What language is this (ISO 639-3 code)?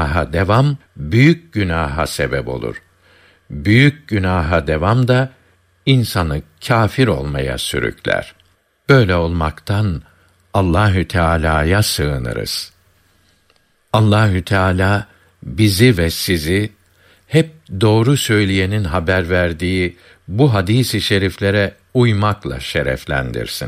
tur